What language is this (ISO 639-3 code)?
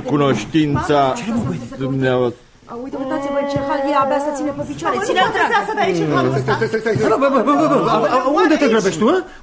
ron